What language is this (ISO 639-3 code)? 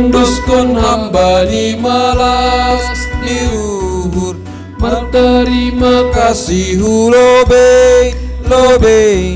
bts